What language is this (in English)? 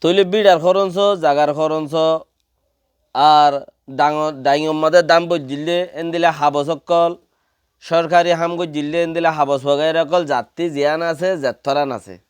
Rohingya